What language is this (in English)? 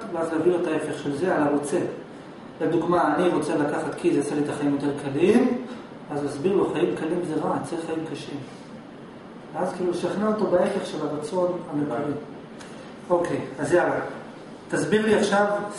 Hebrew